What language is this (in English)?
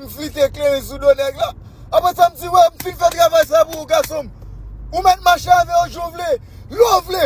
Haitian Creole